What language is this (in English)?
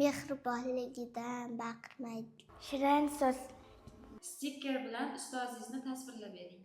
Uzbek